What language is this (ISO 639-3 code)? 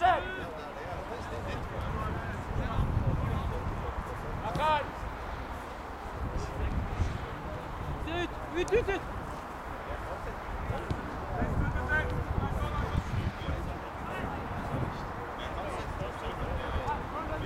nor